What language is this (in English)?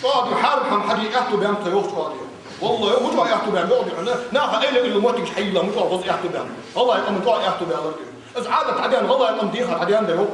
Ingush